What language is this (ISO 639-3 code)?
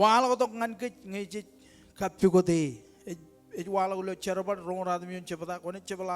mah